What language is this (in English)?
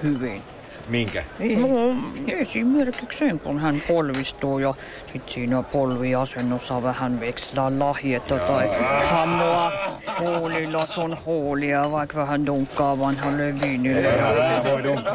Finnish